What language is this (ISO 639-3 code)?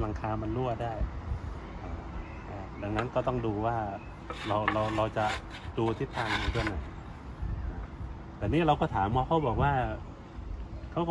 tha